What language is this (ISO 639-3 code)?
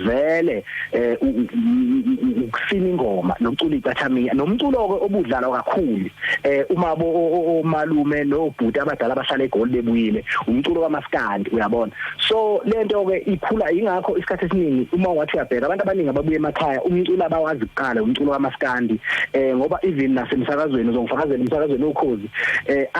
zul